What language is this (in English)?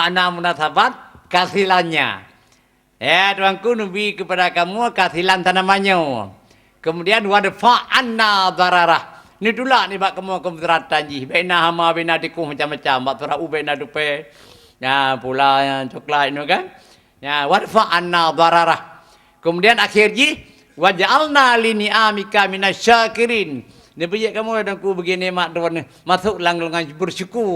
Achinese